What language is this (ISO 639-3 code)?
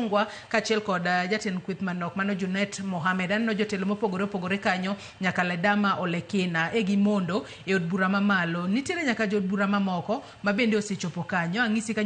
luo